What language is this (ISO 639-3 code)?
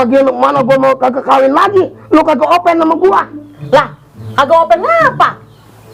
bew